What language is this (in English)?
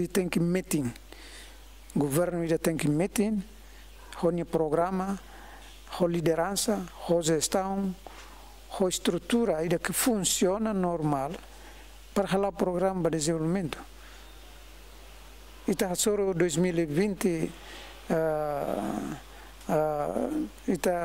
Tetum